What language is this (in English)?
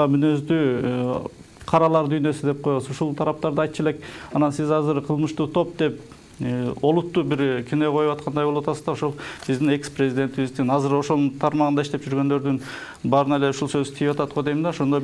Kyrgyz